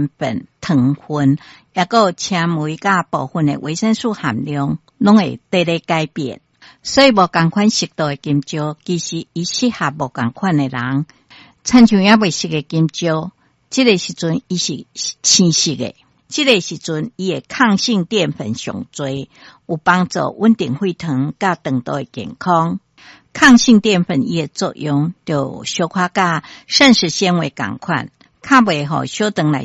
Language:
Min Nan Chinese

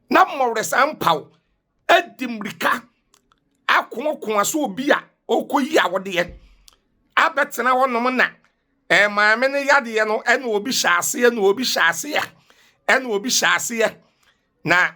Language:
Akan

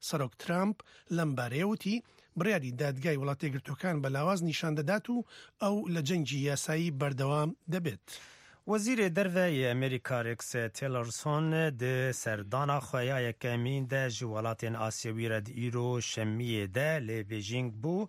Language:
Kurdish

